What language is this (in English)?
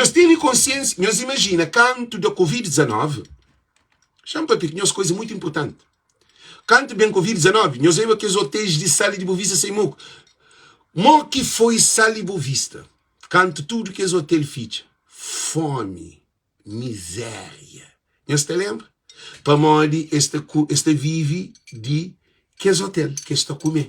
Kabuverdianu